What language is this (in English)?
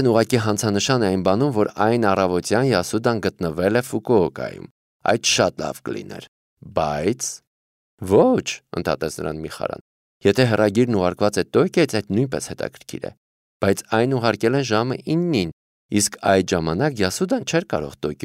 Armenian